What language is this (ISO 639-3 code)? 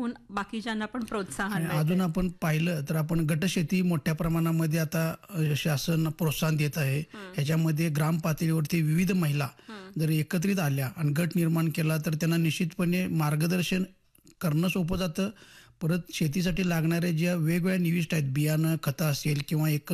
mar